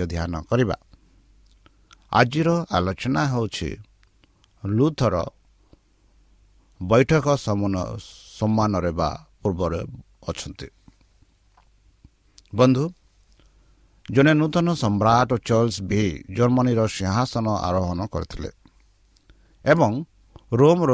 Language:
Odia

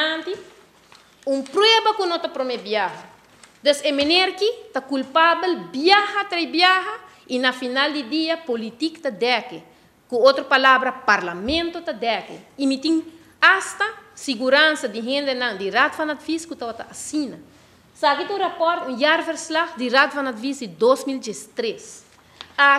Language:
Papiamento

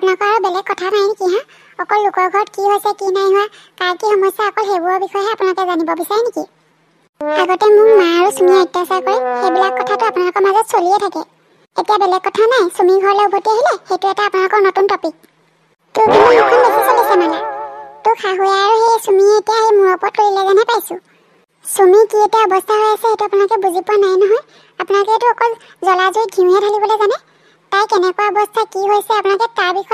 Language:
Assamese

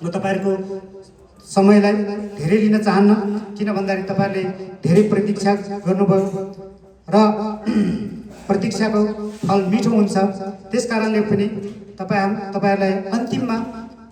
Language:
Nepali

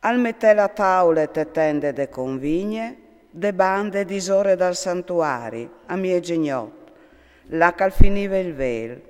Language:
Friulian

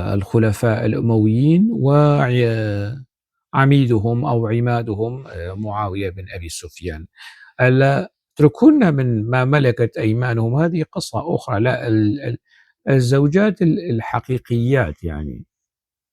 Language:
North Levantine Arabic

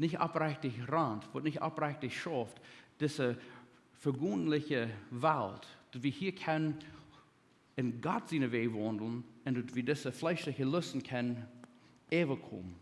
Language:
Plautdietsch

